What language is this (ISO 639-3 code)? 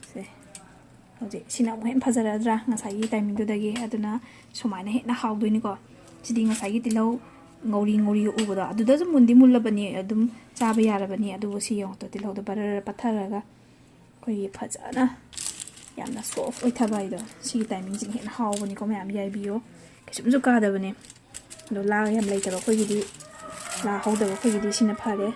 mni